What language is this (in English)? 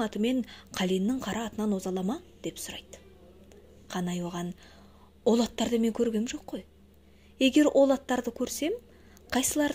Kazakh